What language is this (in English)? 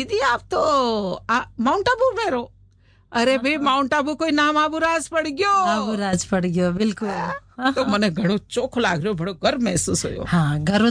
Hindi